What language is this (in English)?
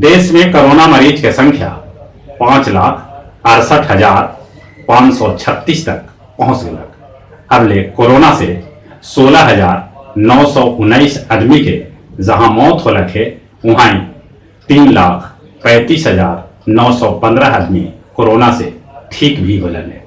Magahi